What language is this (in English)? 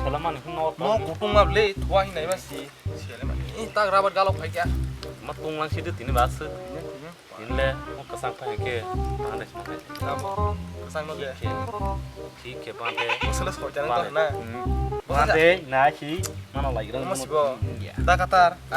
Kok Borok